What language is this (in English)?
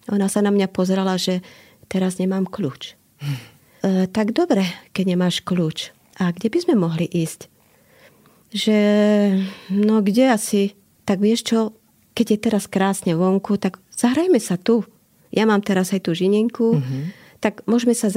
Slovak